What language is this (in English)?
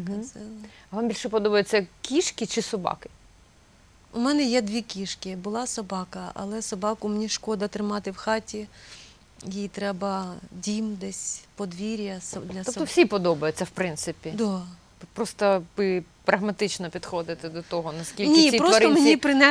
Ukrainian